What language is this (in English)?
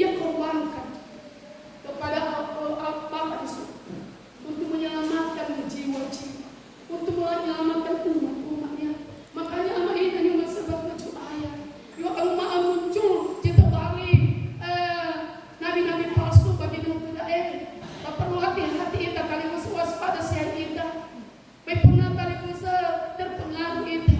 Nias